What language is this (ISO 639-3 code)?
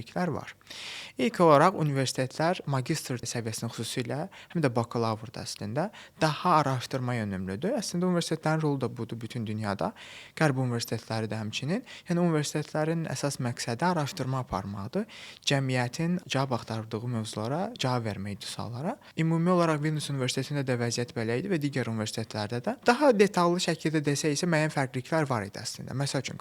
aze